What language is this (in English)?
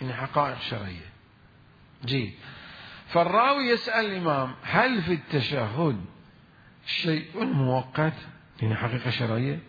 Mesopotamian Arabic